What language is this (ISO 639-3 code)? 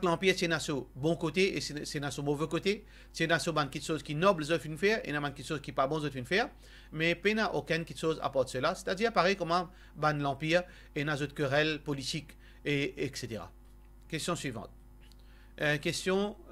mfe